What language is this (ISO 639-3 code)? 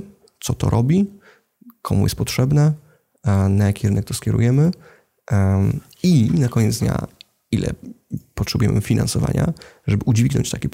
pol